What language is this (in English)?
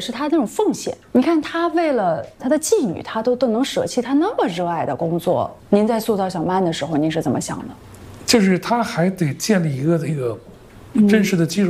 Chinese